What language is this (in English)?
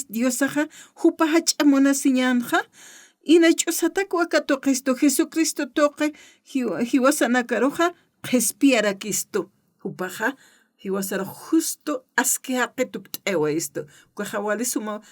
Aymara